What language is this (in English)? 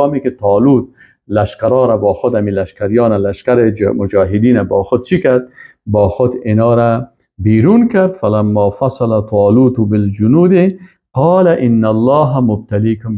Persian